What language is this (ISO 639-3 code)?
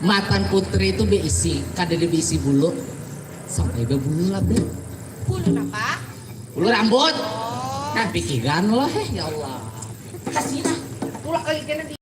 bjn